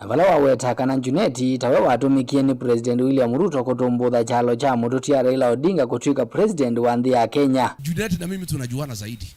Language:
Kamba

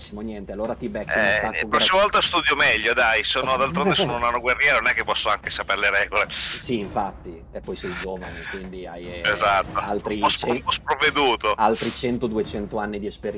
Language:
Italian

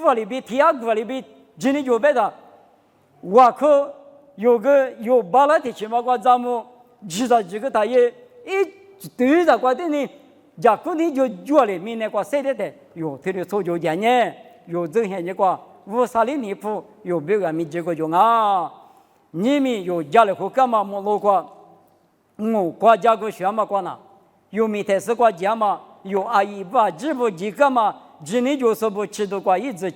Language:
Lisu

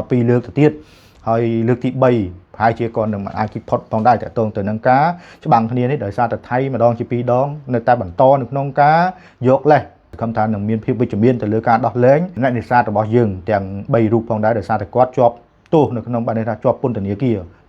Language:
Khmer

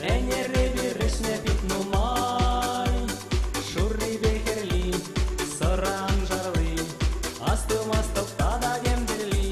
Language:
Chuvash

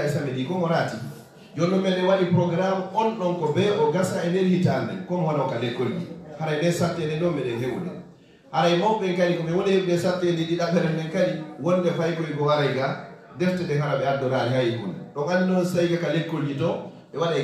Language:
Fula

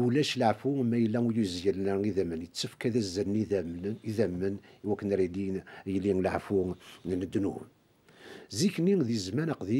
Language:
Kabyle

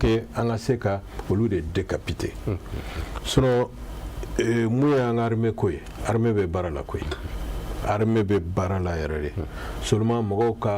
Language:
Bambara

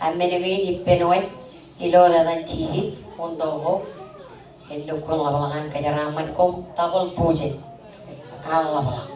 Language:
Marshallese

